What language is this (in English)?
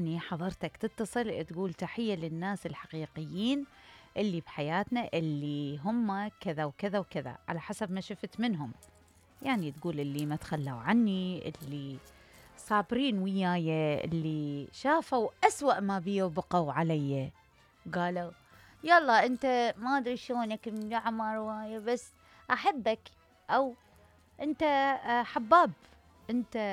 Mesopotamian Arabic